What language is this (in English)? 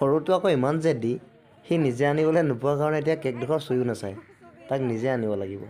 Assamese